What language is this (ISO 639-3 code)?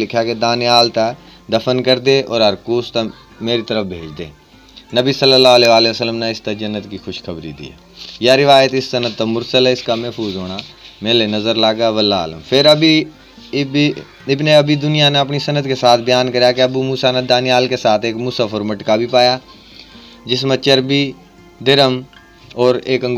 bgc